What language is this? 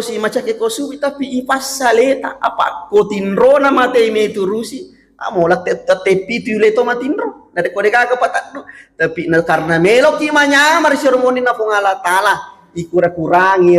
Buginese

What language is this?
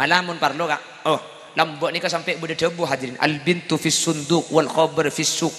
Madurese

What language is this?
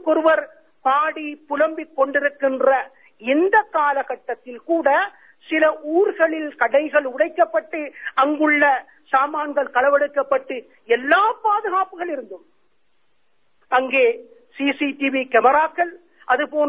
Tamil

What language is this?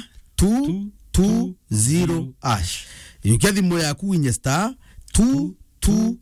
Meru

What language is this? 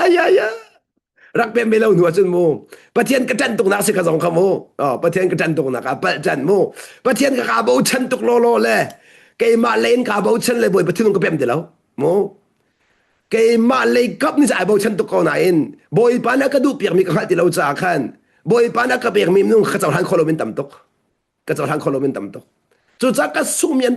Hakha Chin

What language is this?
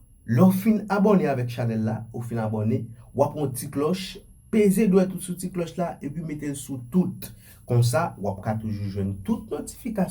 Haitian Creole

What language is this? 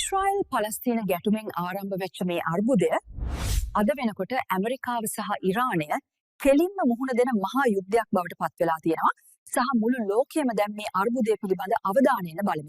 Sinhala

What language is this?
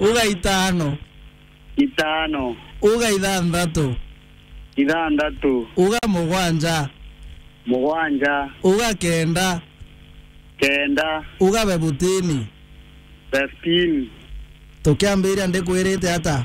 Meru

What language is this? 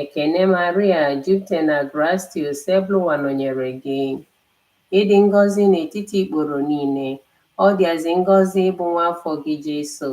Igbo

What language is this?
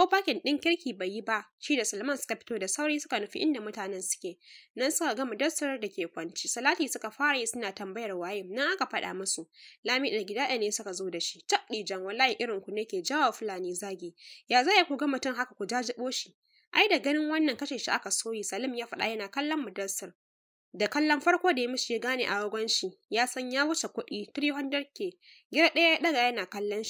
Hausa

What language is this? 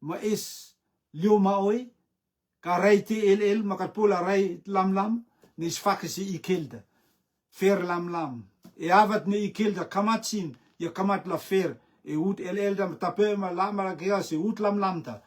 Rotuman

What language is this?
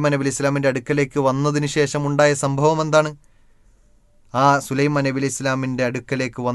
Malayalam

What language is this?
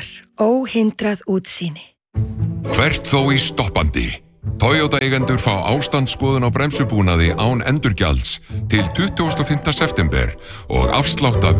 Icelandic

